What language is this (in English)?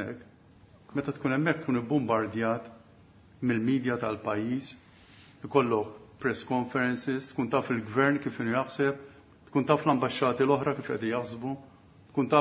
Maltese